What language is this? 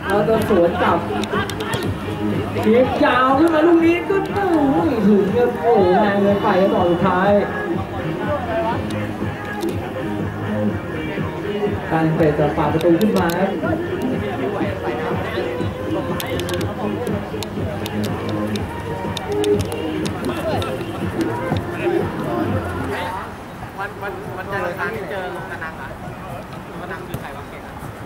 Thai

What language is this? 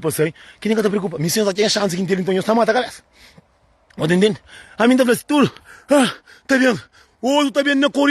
Kabuverdianu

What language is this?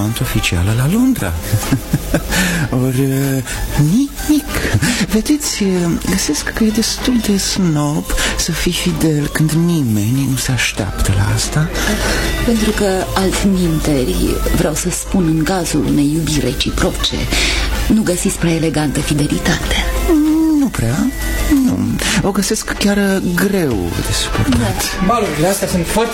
Romanian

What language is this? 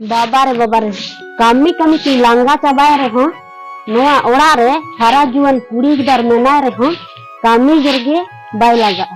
Santali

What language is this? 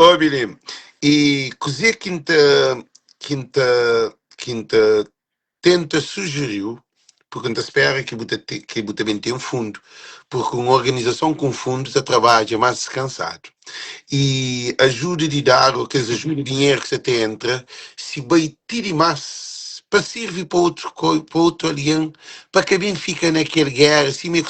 Kabuverdianu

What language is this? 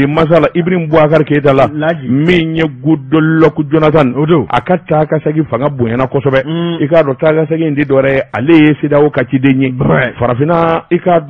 Bambara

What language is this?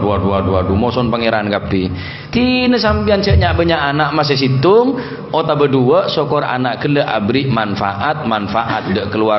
Madurese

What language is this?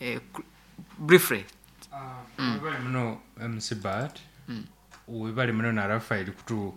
Nyoro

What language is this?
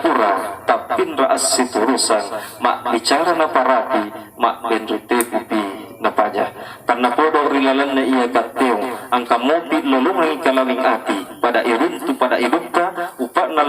Buginese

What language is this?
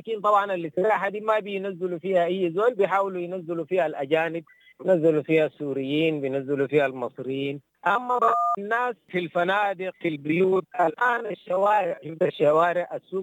Sudanese Arabic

